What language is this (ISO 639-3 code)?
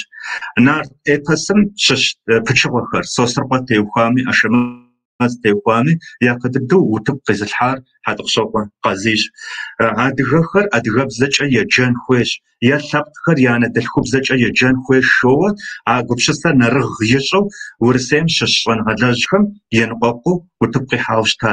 kbd